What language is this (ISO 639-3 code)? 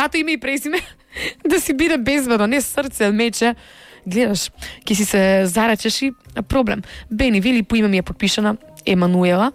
mkd